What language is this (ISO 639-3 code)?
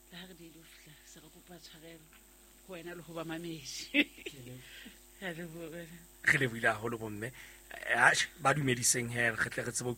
sot